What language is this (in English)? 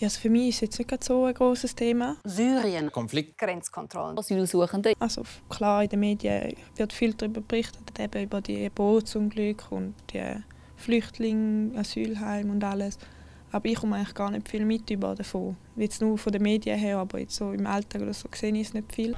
Swiss German